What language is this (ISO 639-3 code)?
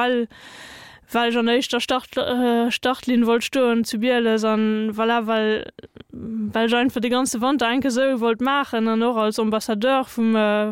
ltz